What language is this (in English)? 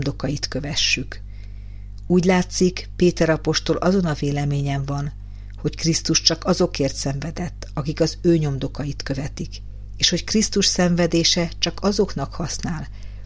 Hungarian